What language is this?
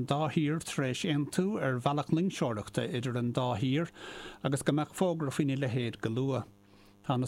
Irish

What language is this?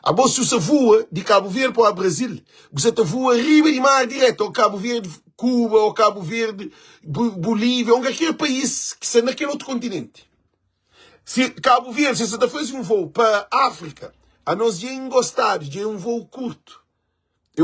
Kabuverdianu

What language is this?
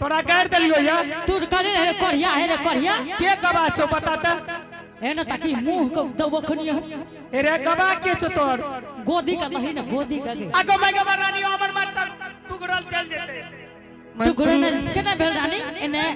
Angika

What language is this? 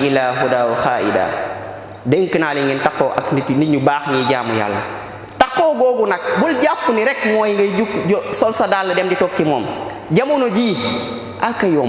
Wolof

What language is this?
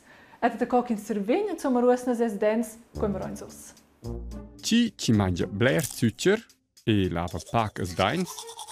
Romansh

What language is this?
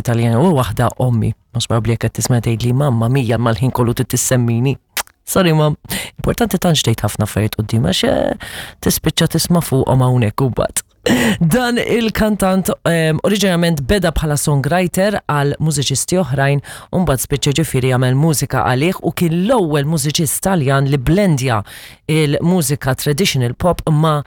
Maltese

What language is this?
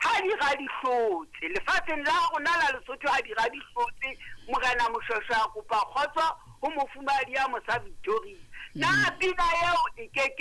Southern Sotho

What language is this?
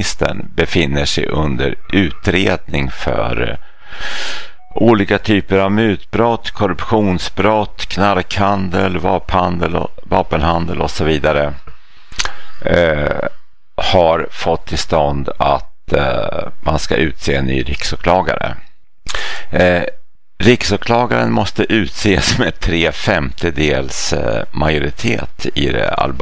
Swedish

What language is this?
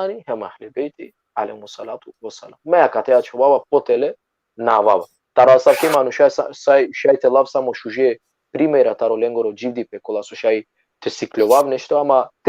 Balkan Romani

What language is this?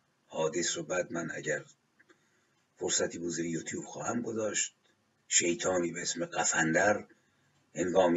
Persian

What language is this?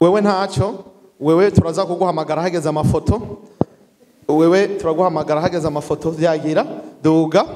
Rundi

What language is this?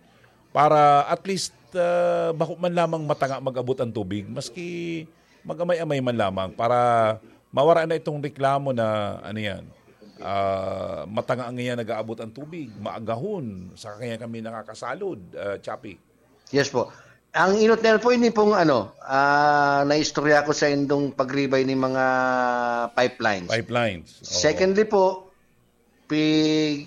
Bikol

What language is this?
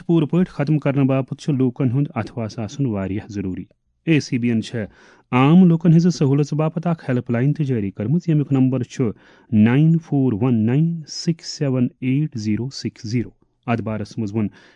Kashmiri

